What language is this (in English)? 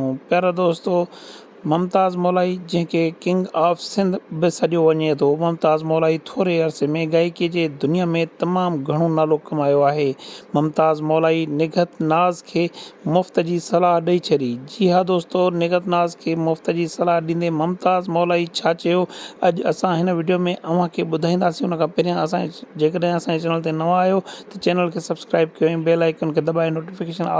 Sindhi